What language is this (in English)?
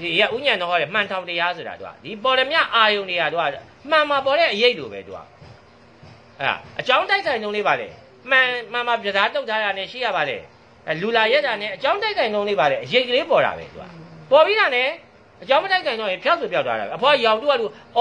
Burmese